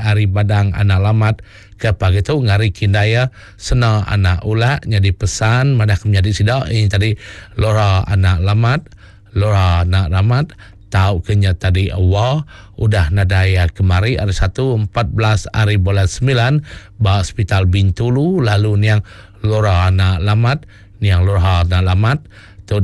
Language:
Iban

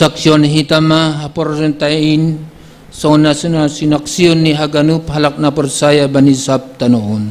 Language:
Batak Simalungun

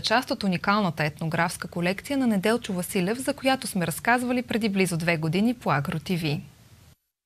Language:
Bulgarian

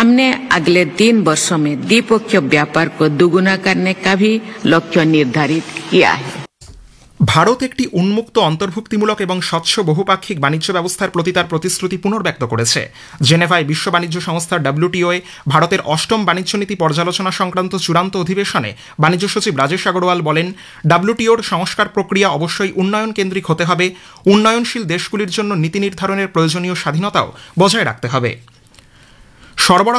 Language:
Bangla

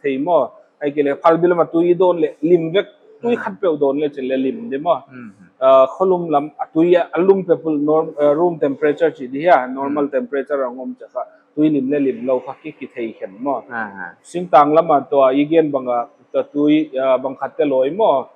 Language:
Paite Chin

